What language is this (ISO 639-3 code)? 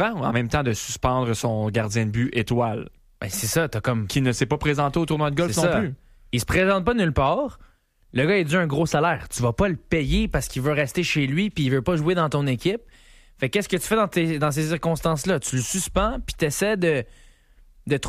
fra